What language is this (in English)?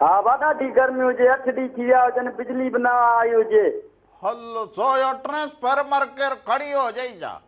Sindhi